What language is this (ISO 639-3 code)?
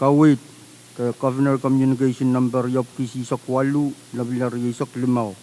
pon